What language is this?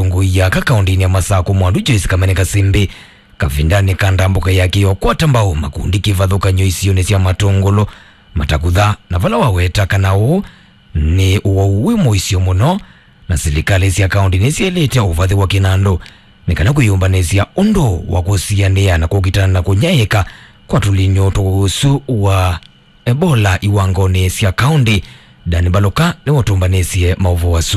Kamba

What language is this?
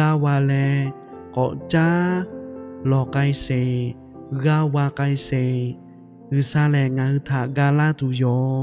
Lahu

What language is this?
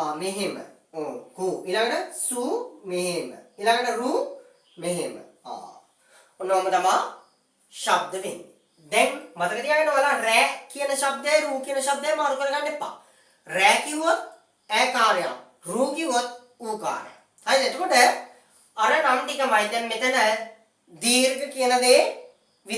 Sinhala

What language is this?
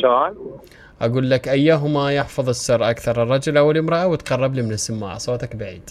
Mesopotamian Arabic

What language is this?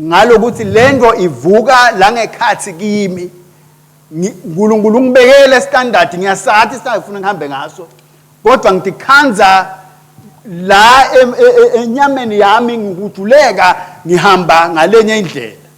Swati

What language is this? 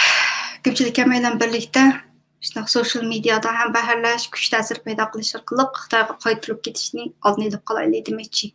Uyghur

